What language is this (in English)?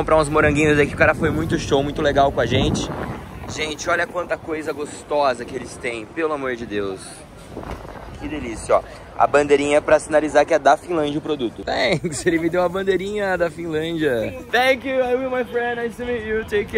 Portuguese